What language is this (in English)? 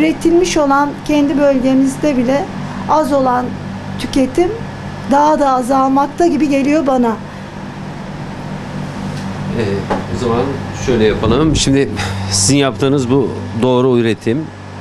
Turkish